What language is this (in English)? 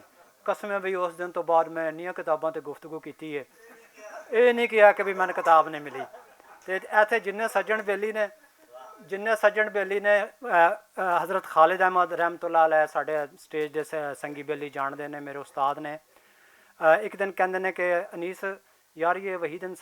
Western Panjabi